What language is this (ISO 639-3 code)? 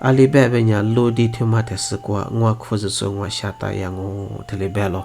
lis